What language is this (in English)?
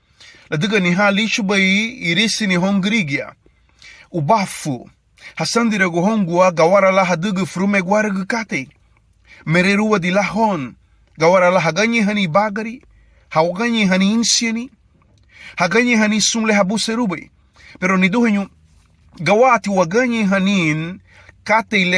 Garifuna